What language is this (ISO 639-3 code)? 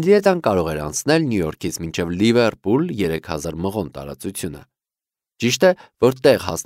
hye